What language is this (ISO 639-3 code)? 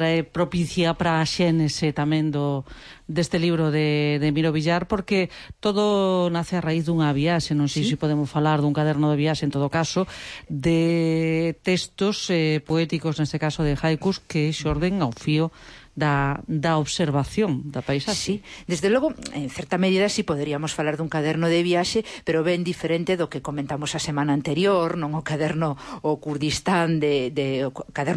glg